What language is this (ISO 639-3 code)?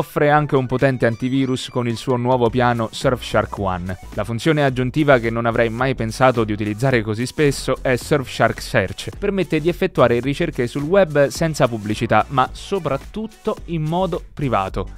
ita